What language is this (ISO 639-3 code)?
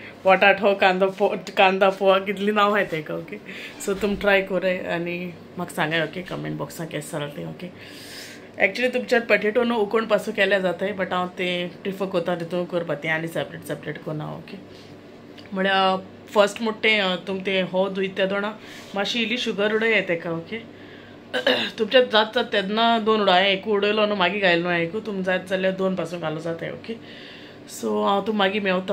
kok